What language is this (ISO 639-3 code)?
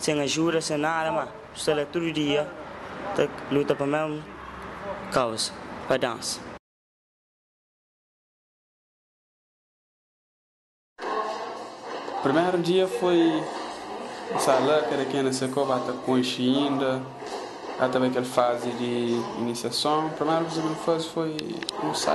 por